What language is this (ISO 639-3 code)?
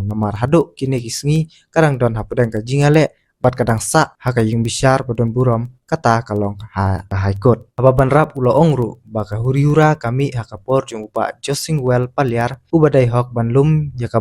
kha